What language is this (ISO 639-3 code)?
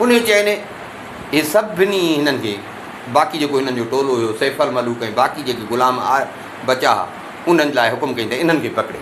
snd